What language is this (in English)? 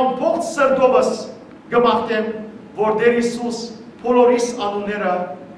Western Armenian